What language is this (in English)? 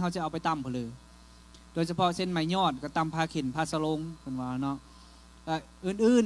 Lao